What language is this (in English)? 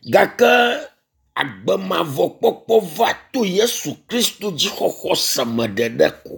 Ewe